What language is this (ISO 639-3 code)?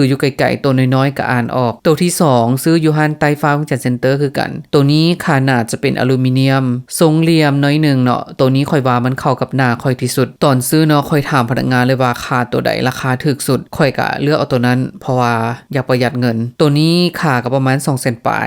lao